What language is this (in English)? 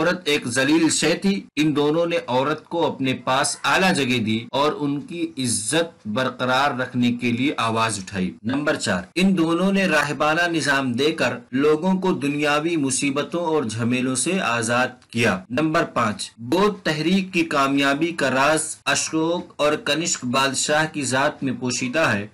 Urdu